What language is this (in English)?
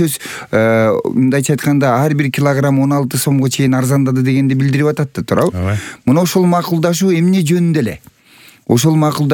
Kyrgyz